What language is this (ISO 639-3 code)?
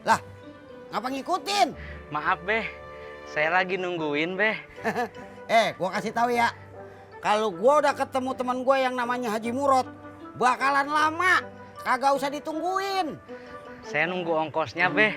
bew